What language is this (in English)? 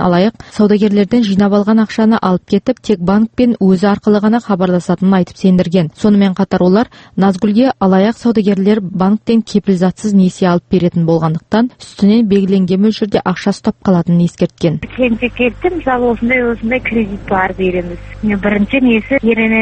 Kazakh